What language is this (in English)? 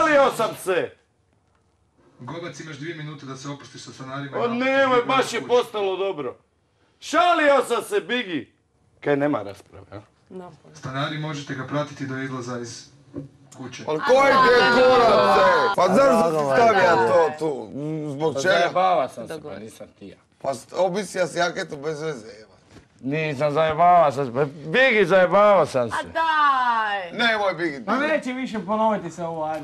Croatian